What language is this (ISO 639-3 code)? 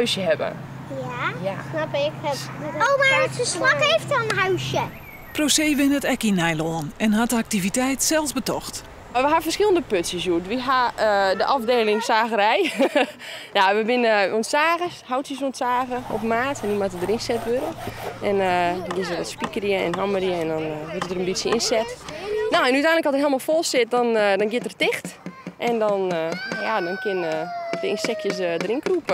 fry